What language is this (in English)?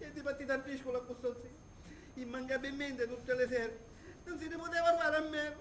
Sicilian